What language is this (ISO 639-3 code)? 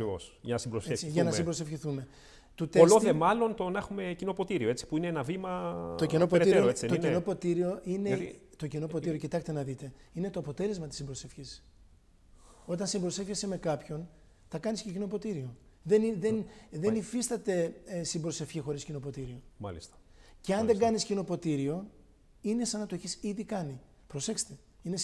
ell